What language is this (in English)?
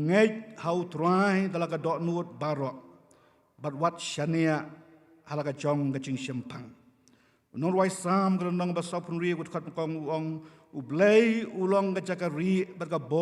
Khasi